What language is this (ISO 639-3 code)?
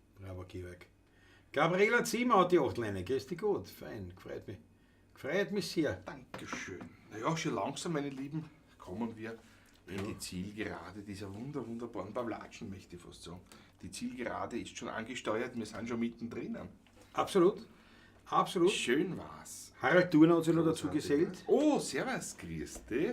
bar